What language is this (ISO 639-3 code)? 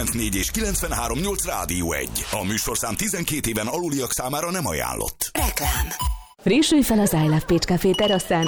hun